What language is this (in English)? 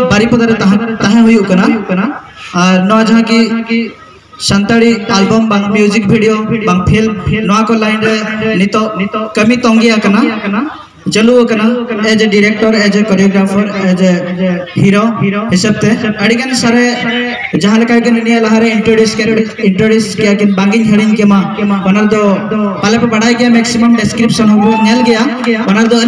Santali